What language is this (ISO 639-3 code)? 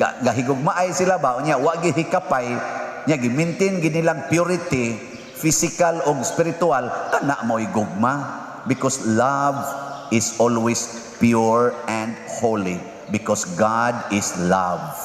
ceb